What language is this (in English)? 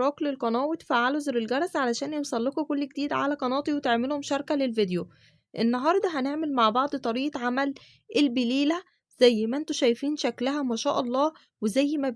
Egyptian Arabic